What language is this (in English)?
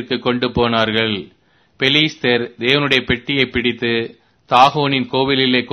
Tamil